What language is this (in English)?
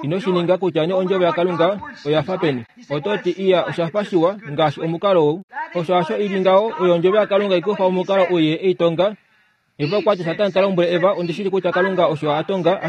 Kuanyama